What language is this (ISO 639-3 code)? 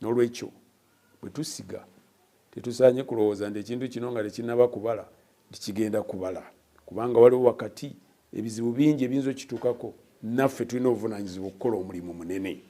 lug